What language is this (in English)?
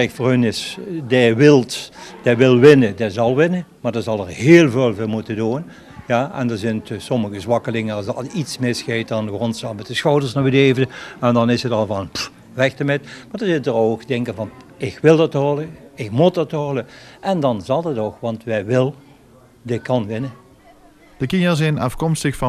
Limburgish